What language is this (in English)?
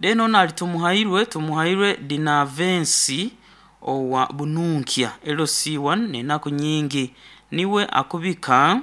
Nyankole